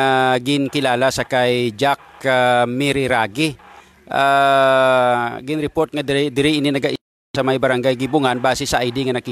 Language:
Hiligaynon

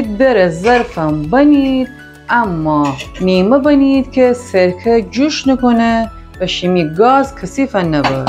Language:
Gilaki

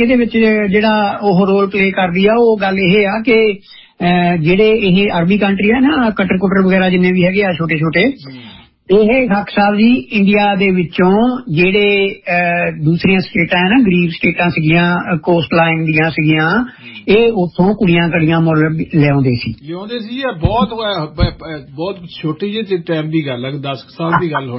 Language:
Punjabi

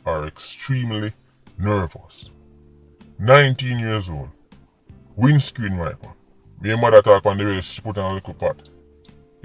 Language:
Jamaican Creole English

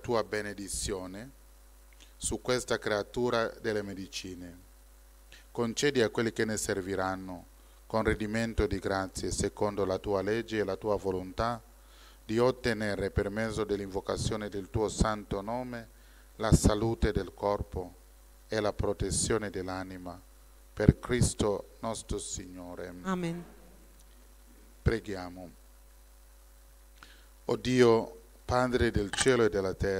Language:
Italian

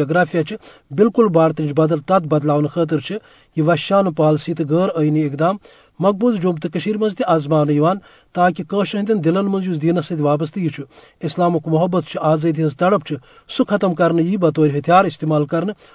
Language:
Kashmiri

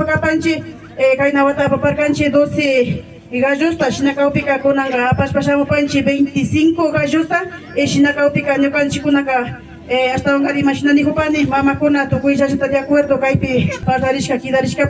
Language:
Imbabura Highland Quichua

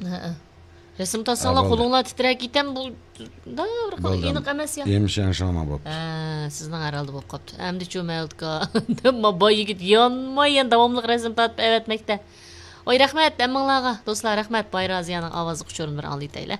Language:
Uyghur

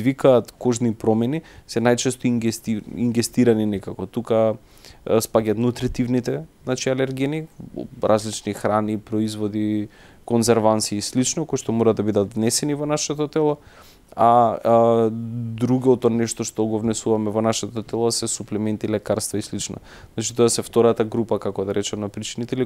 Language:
Macedonian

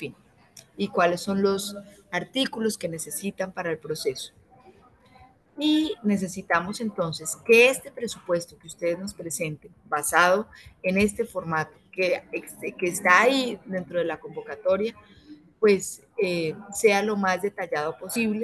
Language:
Spanish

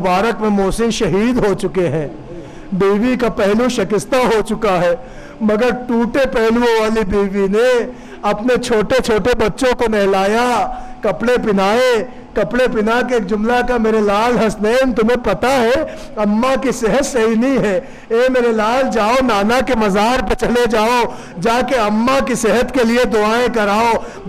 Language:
Urdu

